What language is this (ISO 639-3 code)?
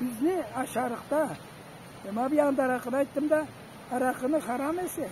krc